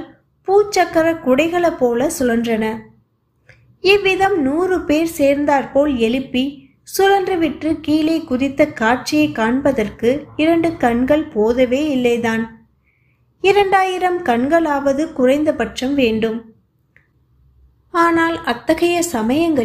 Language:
Tamil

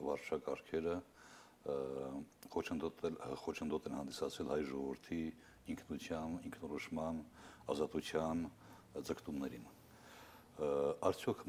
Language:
Armenian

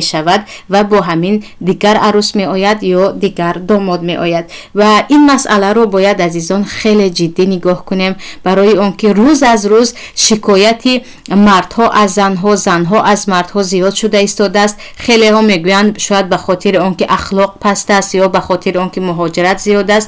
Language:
Tajik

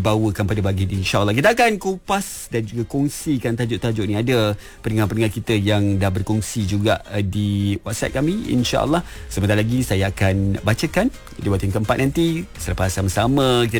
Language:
Malay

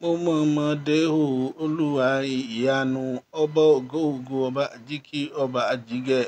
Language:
Yoruba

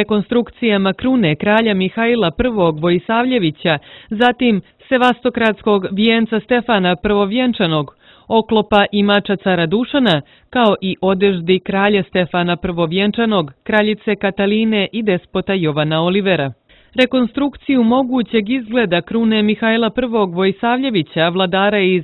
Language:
Serbian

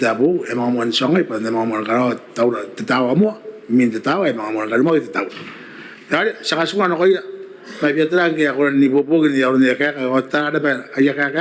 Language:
Gilbertese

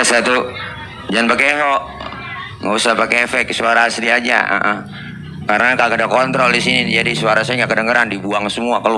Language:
Betawi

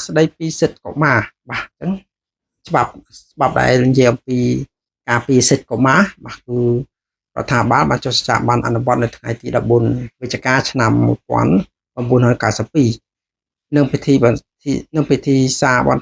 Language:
Khmer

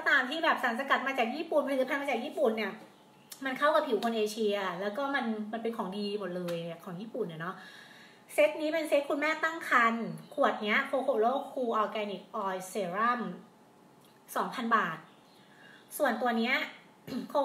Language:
Thai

